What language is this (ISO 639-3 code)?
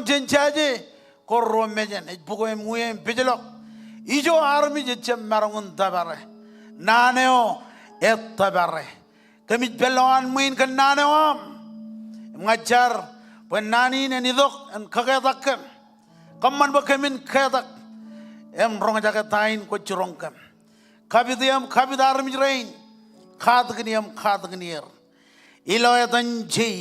mah